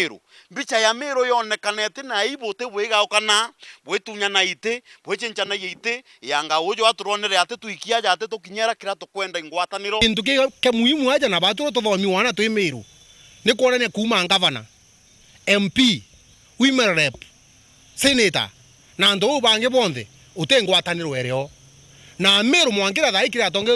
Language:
Meru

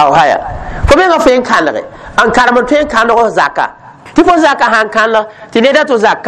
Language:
Mossi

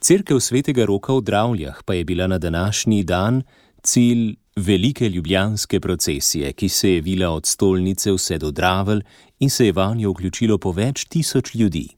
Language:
Slovenian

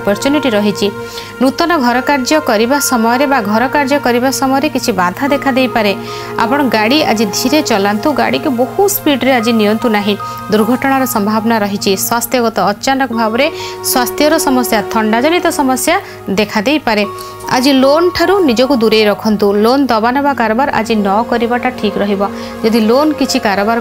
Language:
Odia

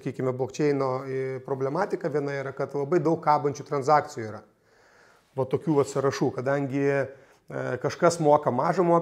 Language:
Lithuanian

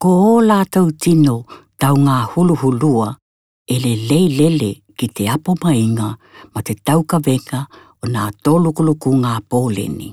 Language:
Tokelau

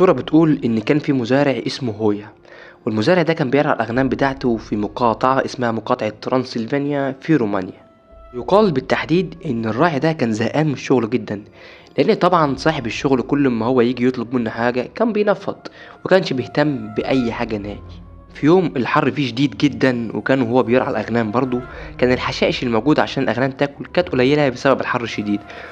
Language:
Egyptian Arabic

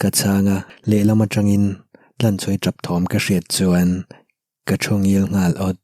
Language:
Mizo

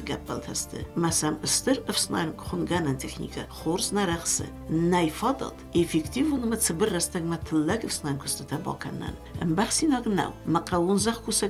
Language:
Ossetic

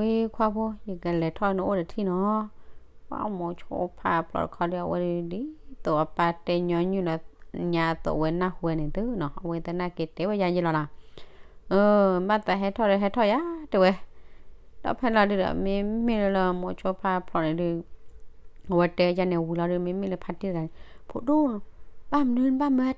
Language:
S'gaw Karen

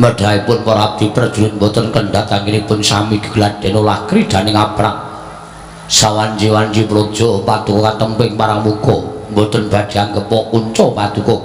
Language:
Javanese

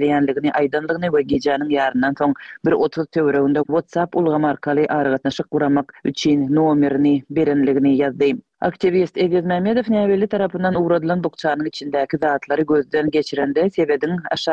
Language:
Turkmen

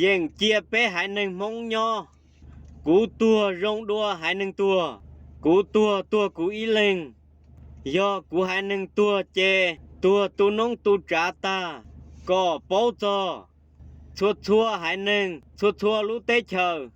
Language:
Hmong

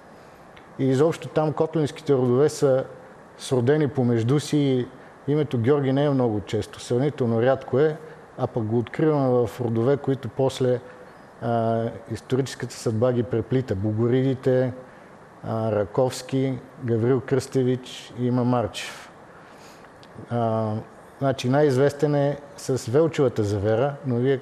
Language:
Bulgarian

